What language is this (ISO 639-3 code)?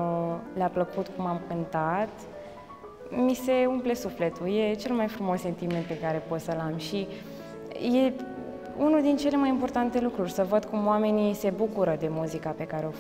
ron